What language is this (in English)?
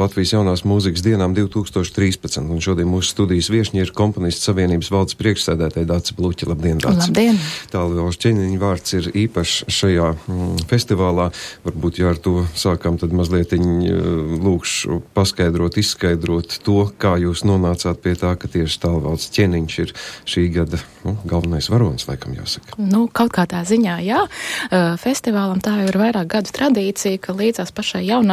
Latvian